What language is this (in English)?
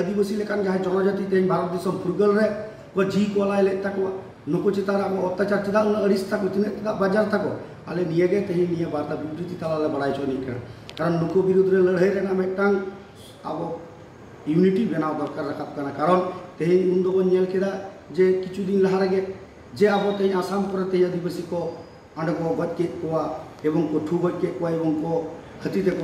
Santali